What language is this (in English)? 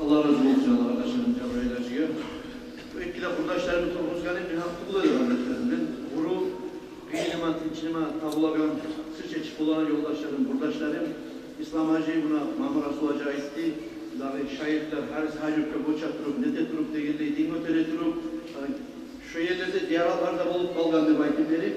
Kumyk